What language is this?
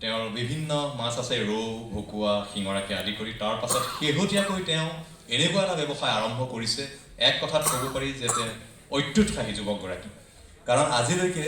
Assamese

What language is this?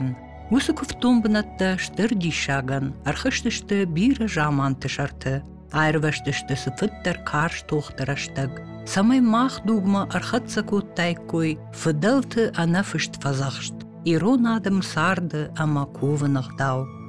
Ossetic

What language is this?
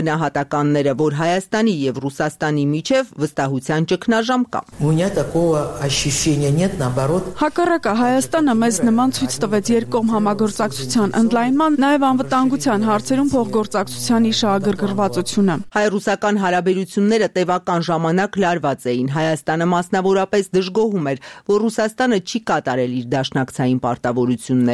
Armenian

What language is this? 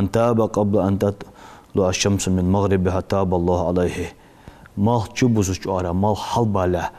Ingush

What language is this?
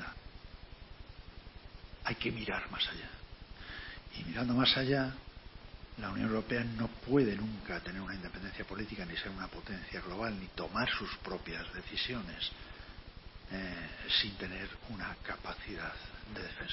Spanish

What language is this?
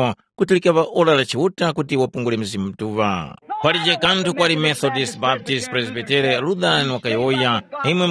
Tumbuka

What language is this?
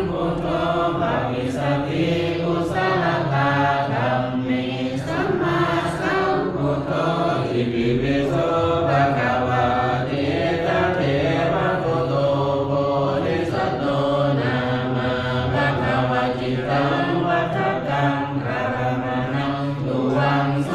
Pali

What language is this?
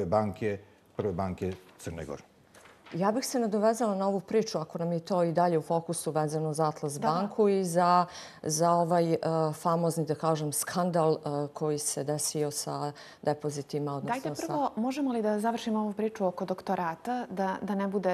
Bosnian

